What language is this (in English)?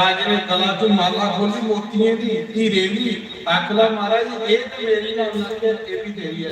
Dogri